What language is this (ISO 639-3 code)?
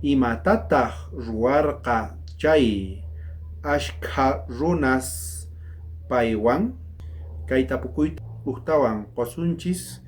quh